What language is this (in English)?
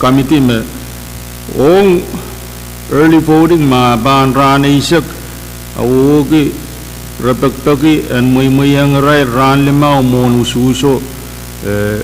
Pohnpeian